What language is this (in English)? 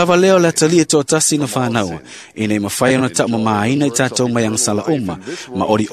Samoan